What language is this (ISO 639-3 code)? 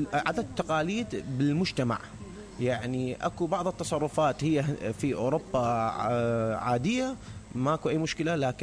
acm